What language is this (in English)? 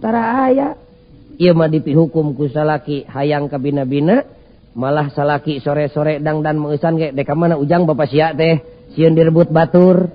Sundanese